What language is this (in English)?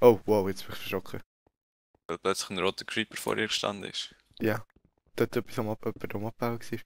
Swiss German